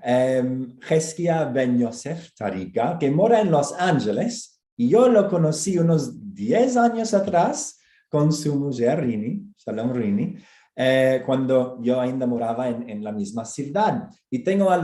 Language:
Ladino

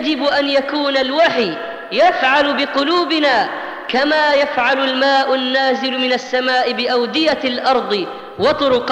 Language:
Arabic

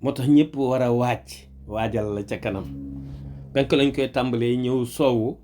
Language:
Wolof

